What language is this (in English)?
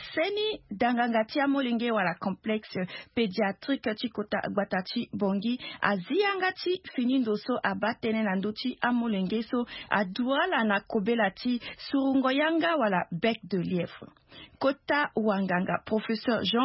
Sango